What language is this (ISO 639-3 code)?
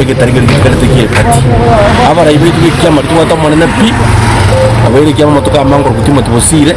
guz